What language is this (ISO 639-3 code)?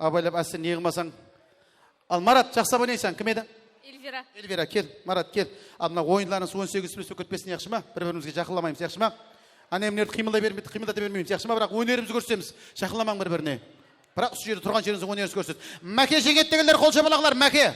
kaa